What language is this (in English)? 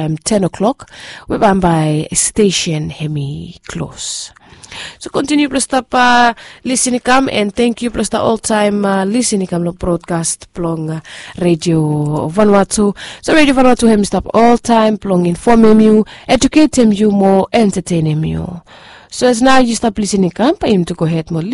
Bislama